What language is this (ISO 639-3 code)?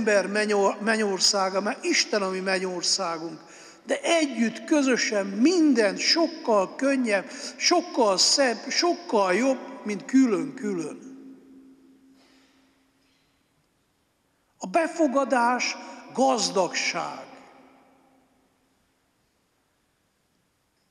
hun